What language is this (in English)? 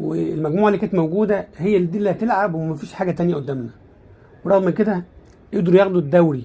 Egyptian Arabic